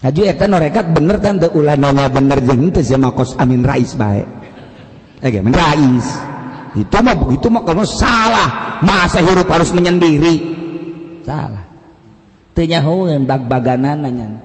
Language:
Sundanese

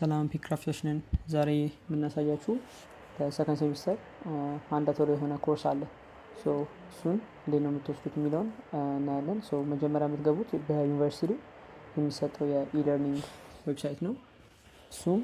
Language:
Amharic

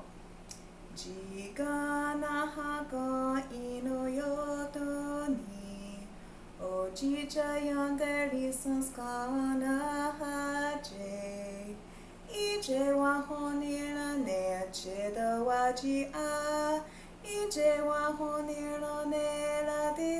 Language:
Mohawk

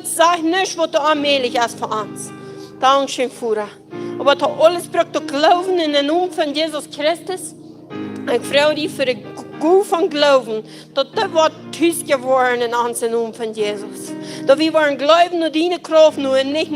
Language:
Plautdietsch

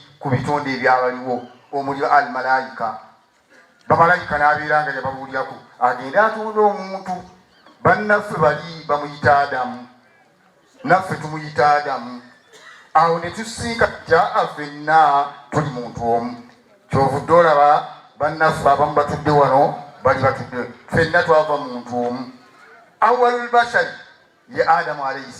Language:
Ganda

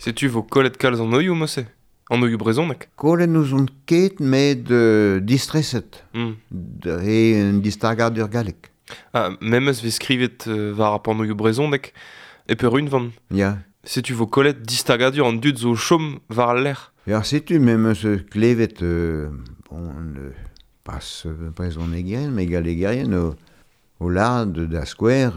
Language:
Breton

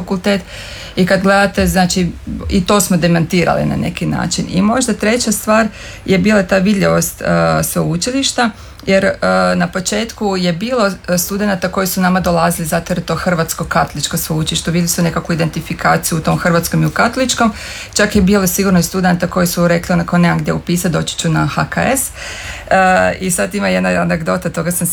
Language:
Croatian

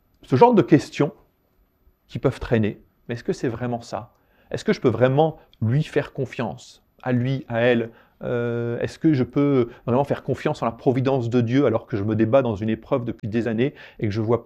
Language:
French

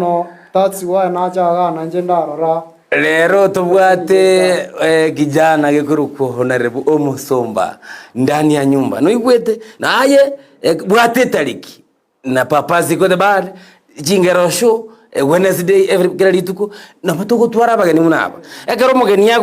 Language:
Gusii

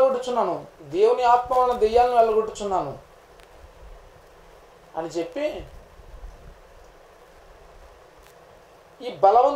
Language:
Telugu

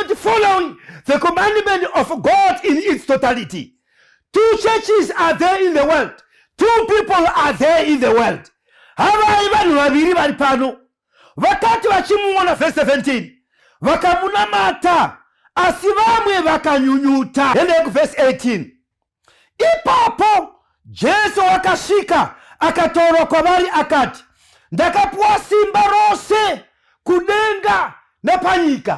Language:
Shona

